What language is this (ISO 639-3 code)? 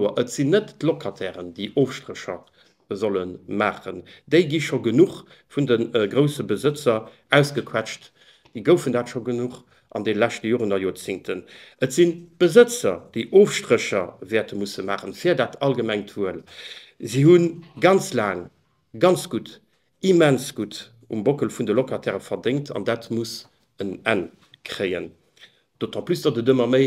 ltz